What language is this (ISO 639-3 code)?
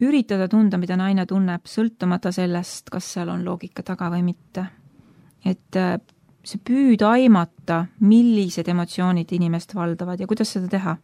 est